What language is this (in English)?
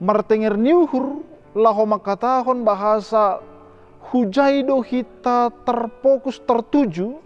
Batak Simalungun